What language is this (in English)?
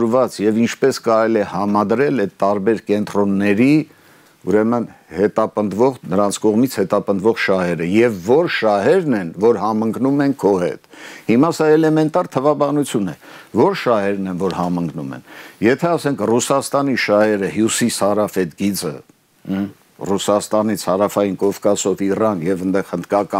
Armenian